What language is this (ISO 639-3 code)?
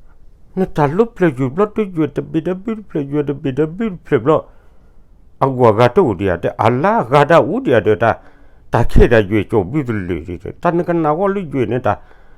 ksw